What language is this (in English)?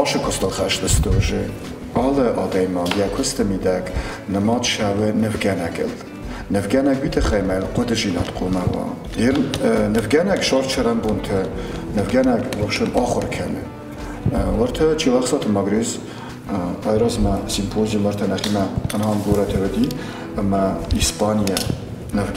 Ossetic